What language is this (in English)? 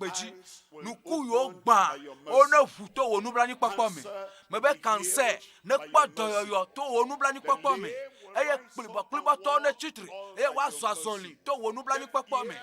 Ewe